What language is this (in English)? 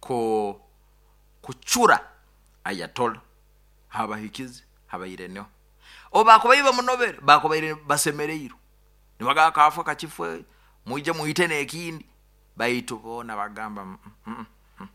Nyoro